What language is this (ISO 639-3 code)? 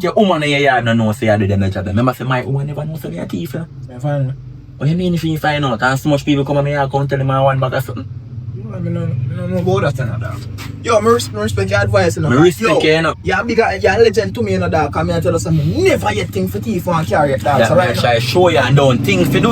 jam